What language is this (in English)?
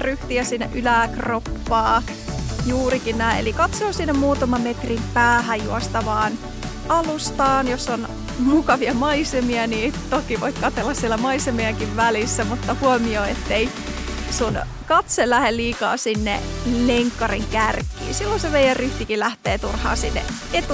Finnish